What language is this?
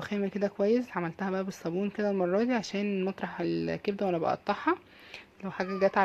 Egyptian Arabic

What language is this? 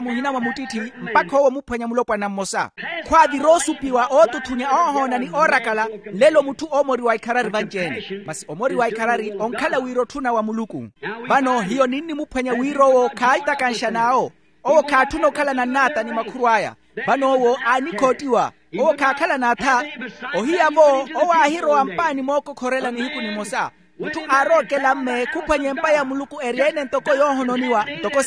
Makhuwa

